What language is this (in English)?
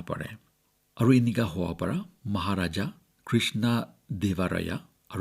Naga Pidgin